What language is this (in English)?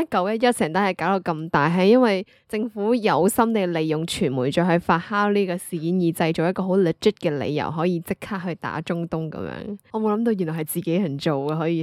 Cantonese